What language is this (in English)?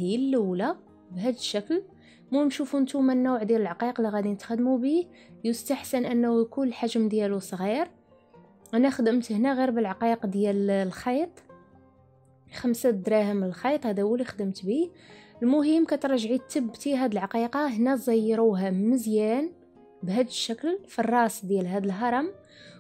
Moroccan Arabic